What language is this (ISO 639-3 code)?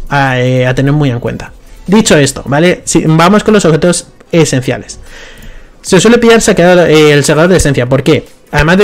spa